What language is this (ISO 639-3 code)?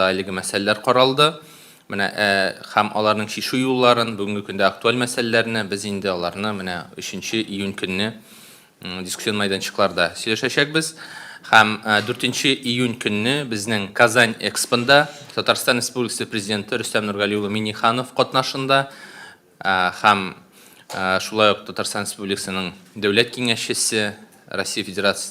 tat